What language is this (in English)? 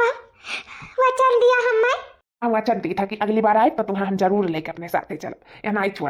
Awadhi